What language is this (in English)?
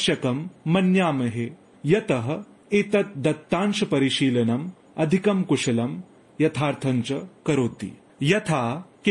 Sanskrit